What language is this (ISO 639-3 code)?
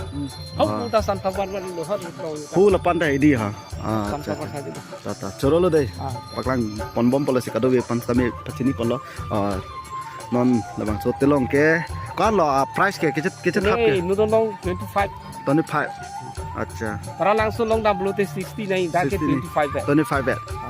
mjw